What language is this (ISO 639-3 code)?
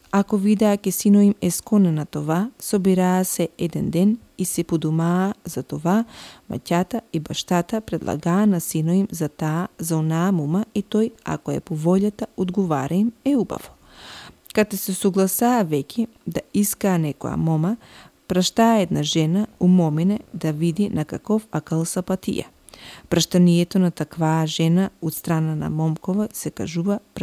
mkd